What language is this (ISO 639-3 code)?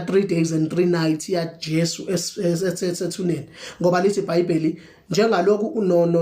zul